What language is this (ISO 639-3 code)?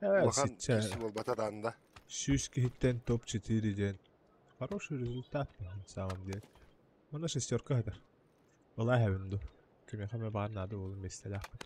sah